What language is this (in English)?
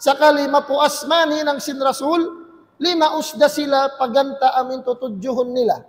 Tausug